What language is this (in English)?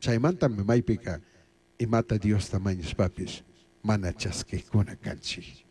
Chimborazo Highland Quichua